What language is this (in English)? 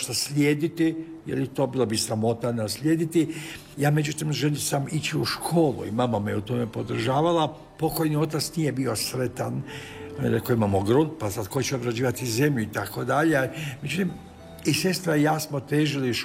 Croatian